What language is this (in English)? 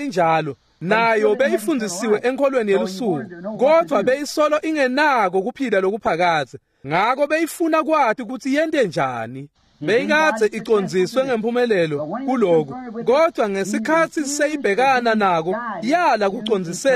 Swati